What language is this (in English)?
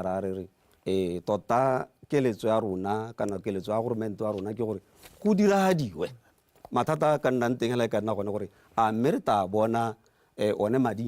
Tswana